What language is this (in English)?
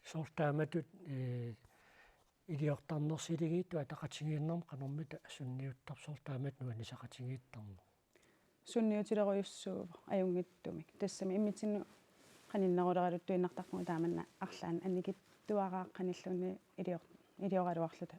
Kalaallisut